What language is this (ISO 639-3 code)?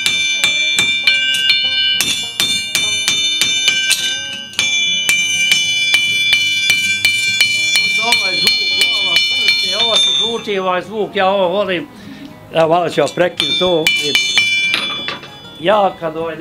bos